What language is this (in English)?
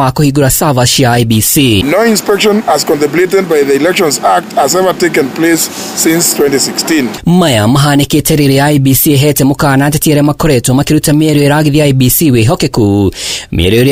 Kikuyu